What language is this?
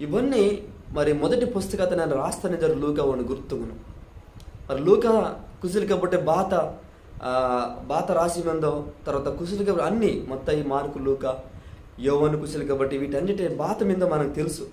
Koya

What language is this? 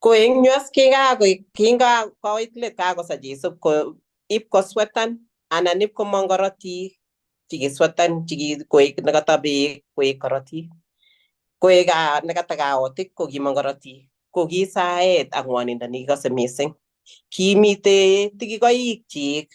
Kalenjin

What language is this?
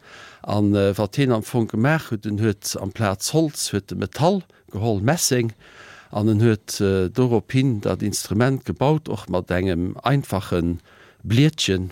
Luxembourgish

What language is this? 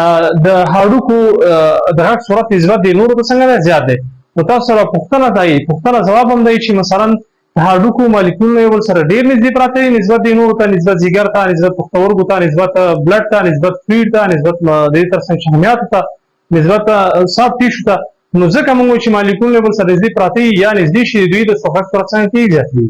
Pashto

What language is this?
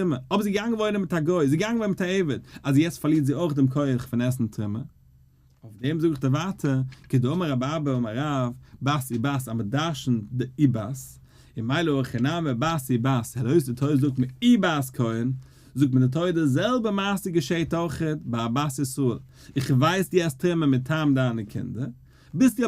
Yiddish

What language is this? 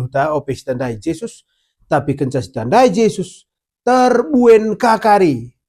Batak Karo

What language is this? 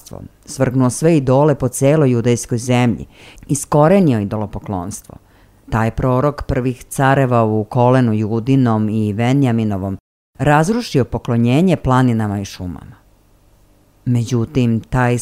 Serbian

